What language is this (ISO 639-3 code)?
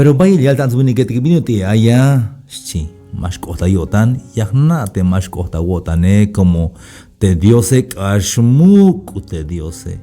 tzh